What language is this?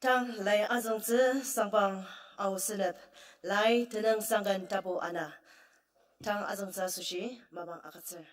Ao Naga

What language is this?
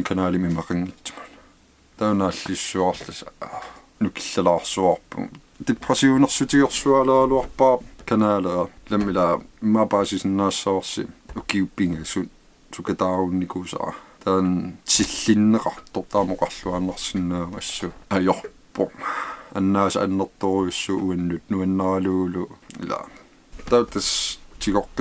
Kalaallisut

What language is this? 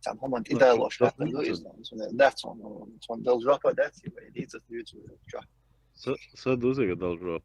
Chechen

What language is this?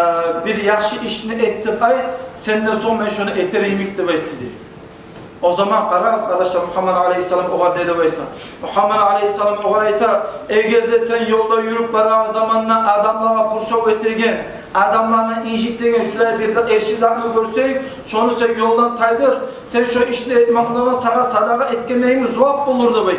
Kumyk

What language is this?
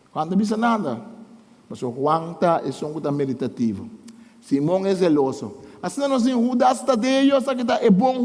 Papiamento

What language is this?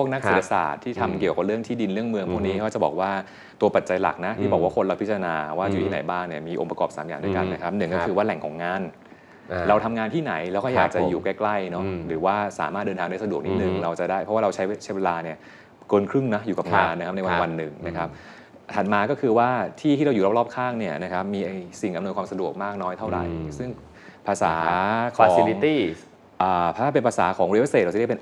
Thai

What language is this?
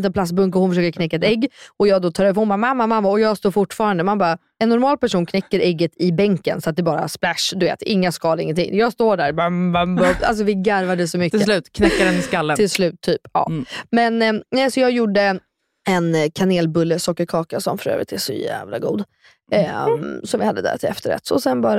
Swedish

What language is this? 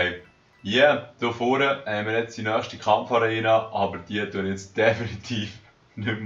Swiss German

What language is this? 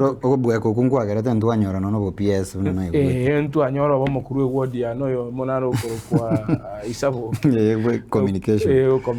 Gusii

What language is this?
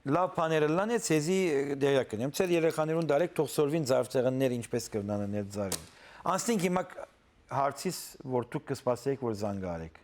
Western Armenian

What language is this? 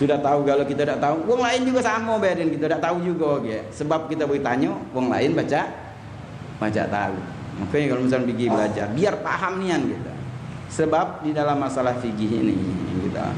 Musi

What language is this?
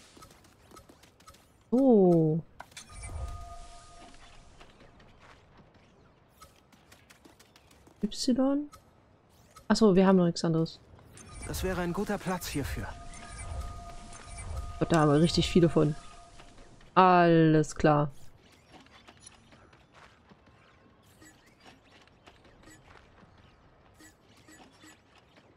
German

